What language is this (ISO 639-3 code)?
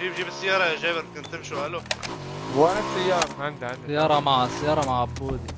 apc